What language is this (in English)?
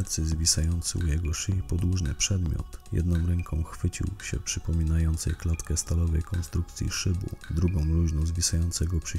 Polish